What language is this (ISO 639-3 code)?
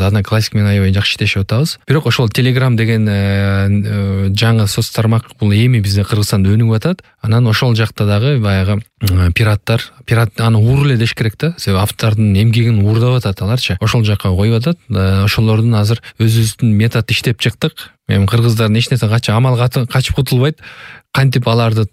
kir